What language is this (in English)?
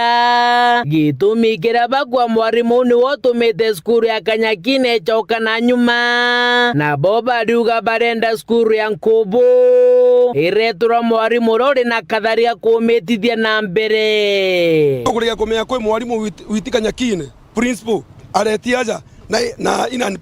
Meru